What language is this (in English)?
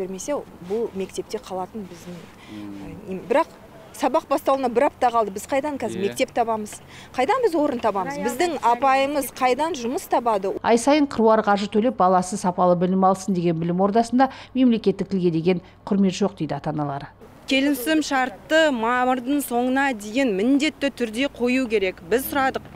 Kazakh